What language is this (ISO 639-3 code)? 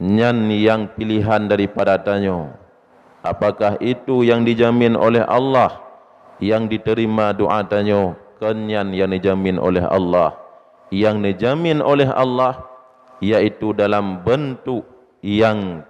ace